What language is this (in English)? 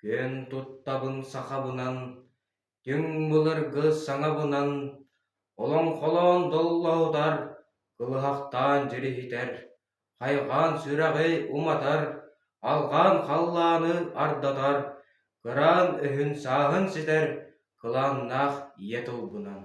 Yakut